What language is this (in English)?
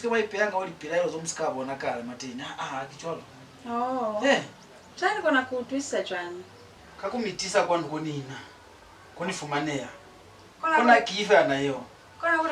Lozi